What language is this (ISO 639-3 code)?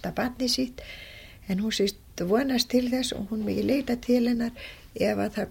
isl